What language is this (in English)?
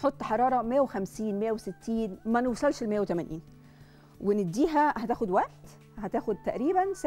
Egyptian Arabic